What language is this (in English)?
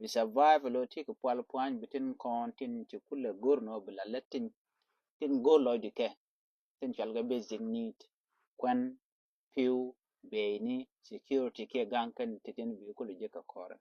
Nuer